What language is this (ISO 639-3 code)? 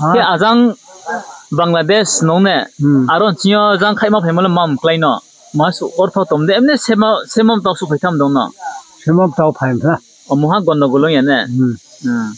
ria